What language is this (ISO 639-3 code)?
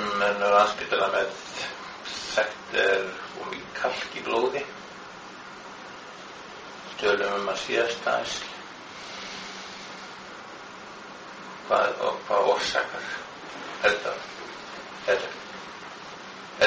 isl